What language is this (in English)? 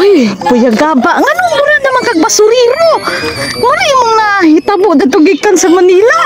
Cebuano